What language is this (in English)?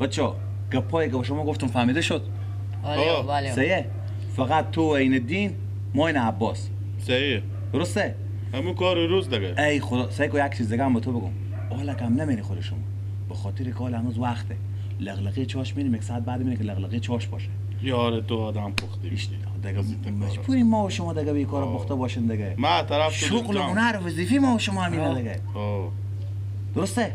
Persian